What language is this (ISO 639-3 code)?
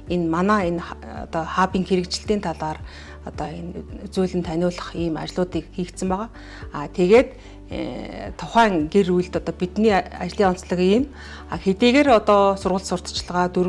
mon